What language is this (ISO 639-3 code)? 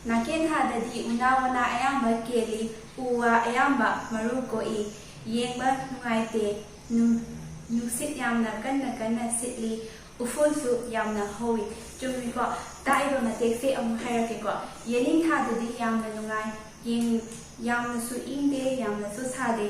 mni